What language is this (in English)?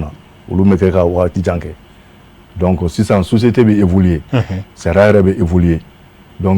Bambara